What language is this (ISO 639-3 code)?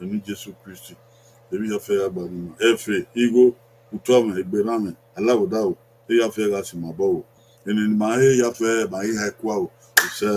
bin